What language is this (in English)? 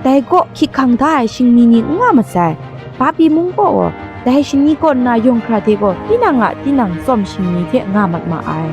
Kachin